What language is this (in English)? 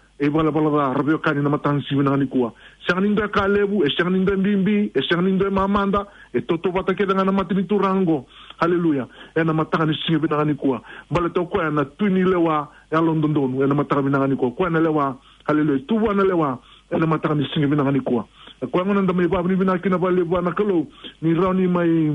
Fijian